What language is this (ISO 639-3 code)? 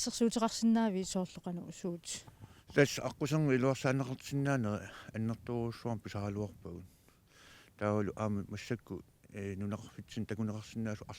kal